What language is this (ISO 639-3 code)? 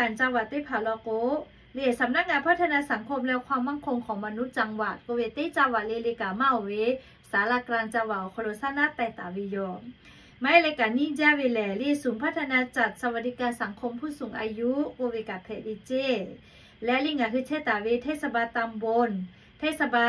lhu